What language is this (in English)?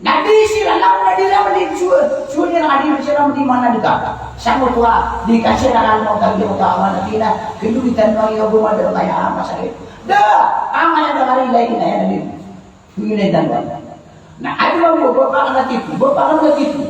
Maranao